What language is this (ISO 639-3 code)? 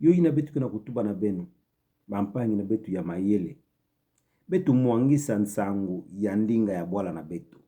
ktu